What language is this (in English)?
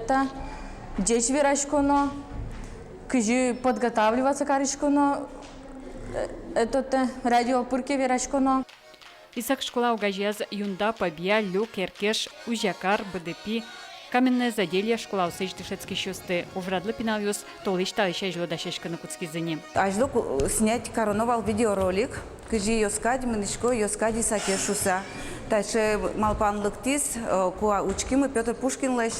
Udmurt